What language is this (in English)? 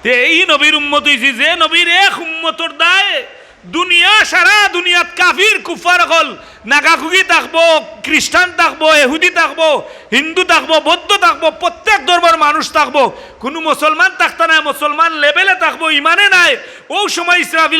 Sylheti